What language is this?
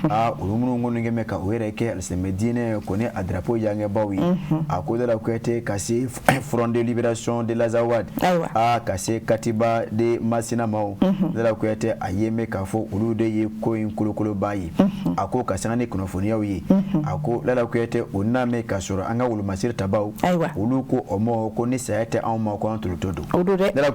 Bambara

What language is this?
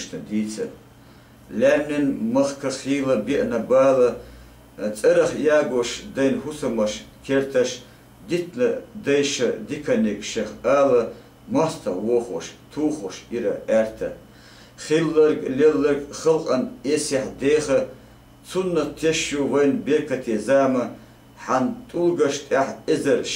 Chechen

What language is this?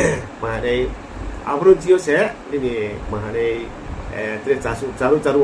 Riang (India)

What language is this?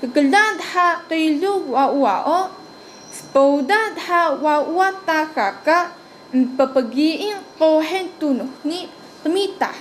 Taroko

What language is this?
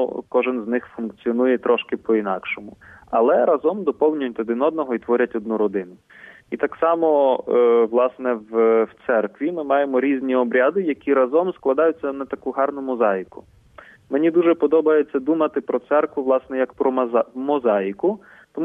Ukrainian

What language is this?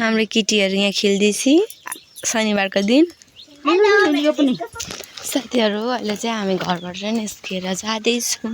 Nepali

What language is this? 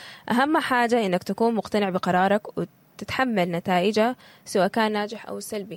Sudanese Arabic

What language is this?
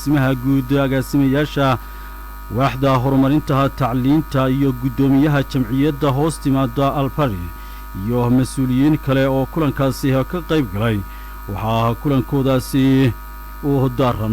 Somali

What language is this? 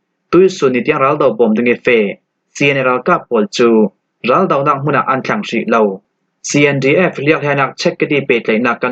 Falam Chin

